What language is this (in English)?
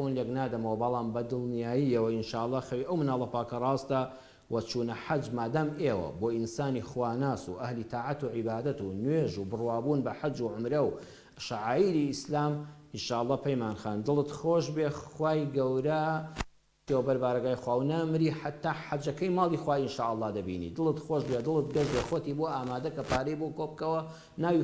Central Kurdish